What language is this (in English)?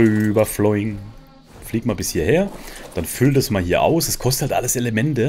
German